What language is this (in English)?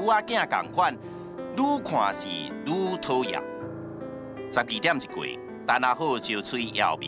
Min Nan Chinese